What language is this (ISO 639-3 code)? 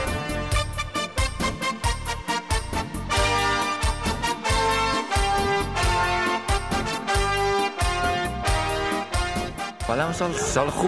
fas